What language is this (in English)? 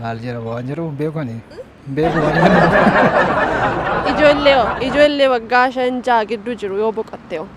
Oromo